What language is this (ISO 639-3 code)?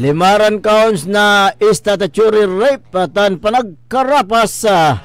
pag